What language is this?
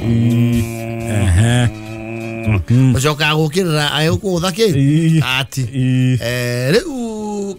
Kikuyu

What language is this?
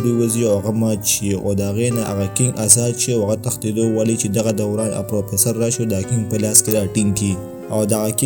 Pashto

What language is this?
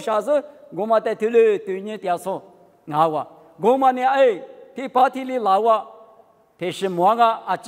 Lisu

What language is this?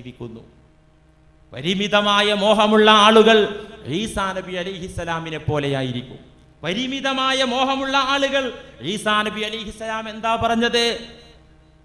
Malayalam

